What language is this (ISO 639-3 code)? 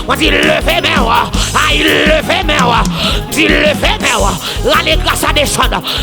hat